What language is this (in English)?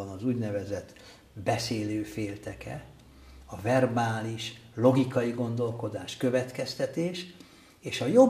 Hungarian